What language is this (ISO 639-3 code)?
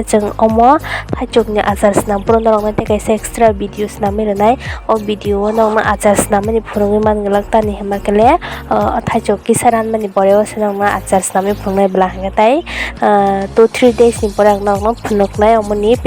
trp